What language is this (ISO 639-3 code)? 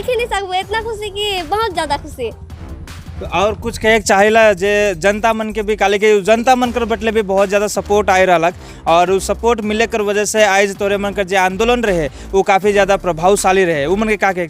sck